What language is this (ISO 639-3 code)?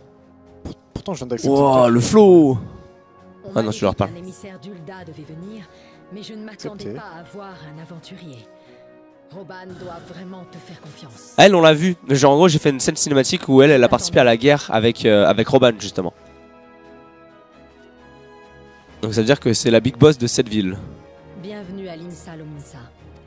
fra